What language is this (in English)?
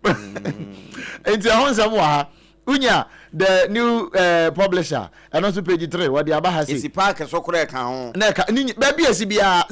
Akan